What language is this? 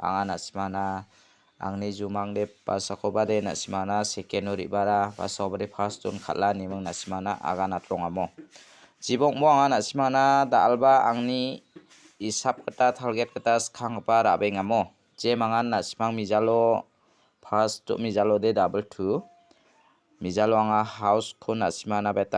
Garo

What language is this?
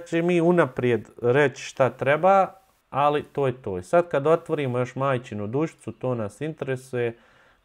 Bosnian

